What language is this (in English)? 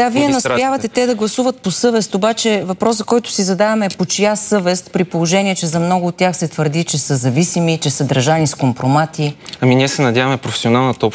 Bulgarian